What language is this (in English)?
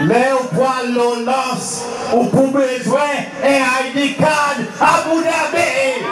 Seselwa Creole French